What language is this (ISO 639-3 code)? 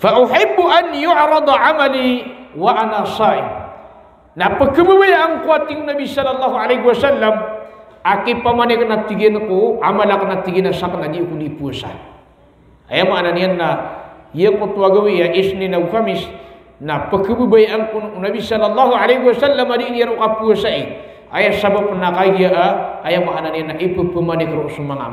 mrw